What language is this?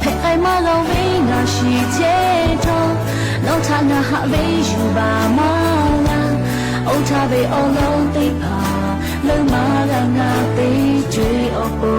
Lahu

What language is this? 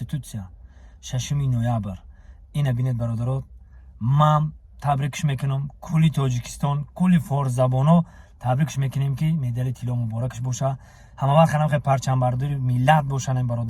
Tajik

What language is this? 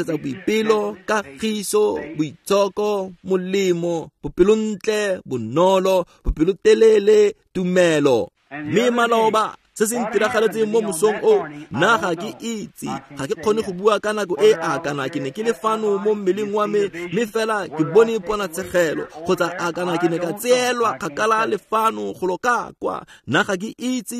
Tswana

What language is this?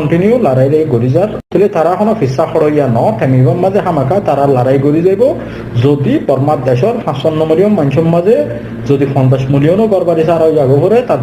Rohingya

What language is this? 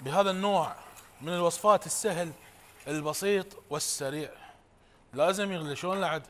Mesopotamian Arabic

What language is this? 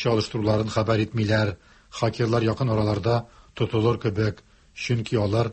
Tatar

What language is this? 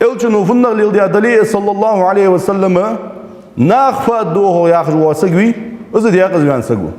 Ingush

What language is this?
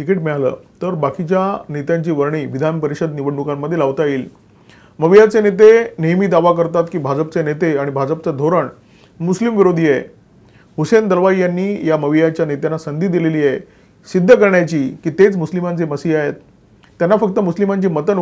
Marathi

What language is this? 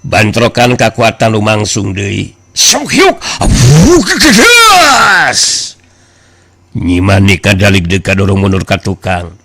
Sundanese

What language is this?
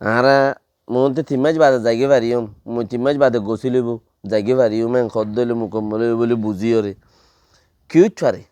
Rohingya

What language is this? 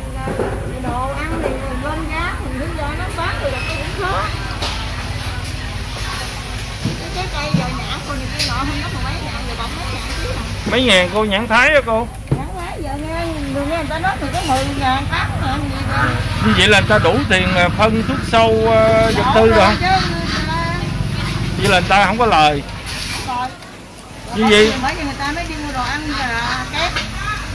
Vietnamese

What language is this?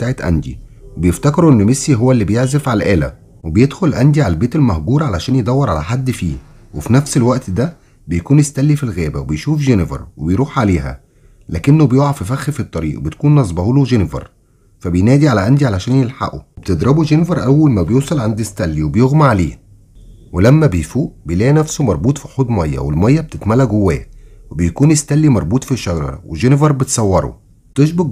Egyptian Arabic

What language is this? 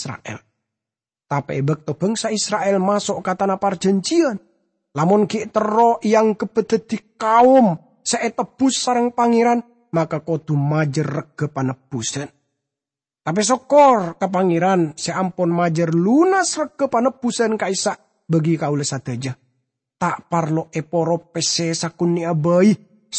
Madurese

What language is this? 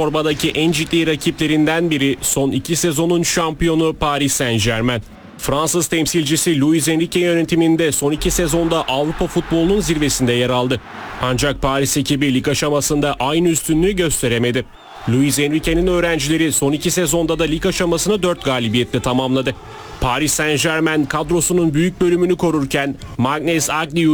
Turkish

